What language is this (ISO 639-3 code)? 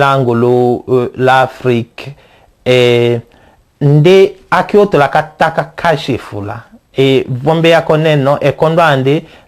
tll